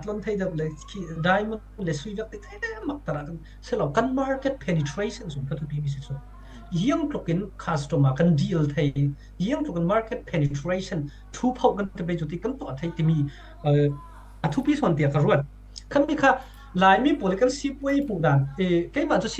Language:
Falam Chin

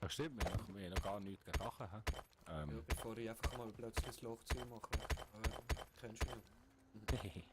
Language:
Swiss German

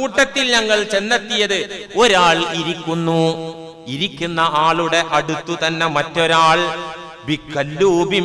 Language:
Malayalam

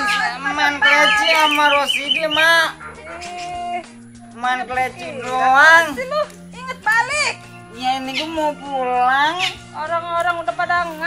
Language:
Betawi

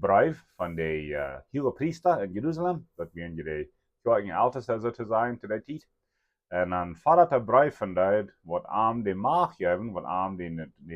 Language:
Plautdietsch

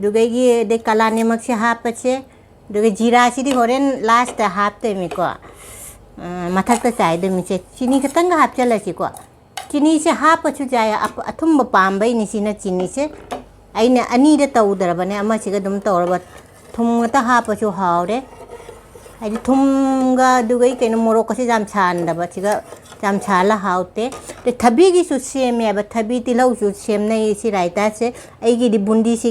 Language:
Manipuri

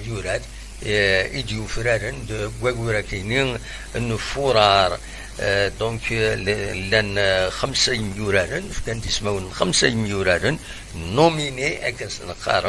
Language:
Kabyle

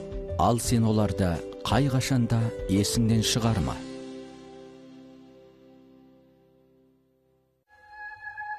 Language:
Kazakh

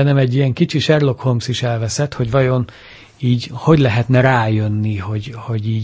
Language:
Hungarian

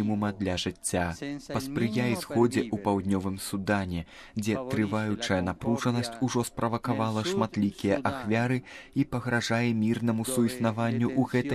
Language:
Belarusian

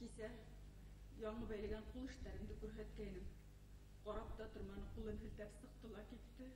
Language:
Bashkir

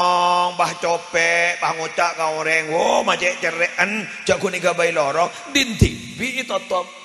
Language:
Madurese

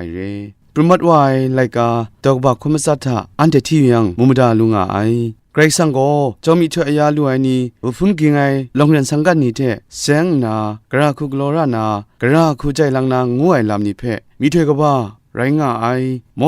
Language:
Kachin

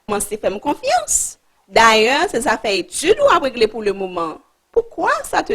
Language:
Haitian Creole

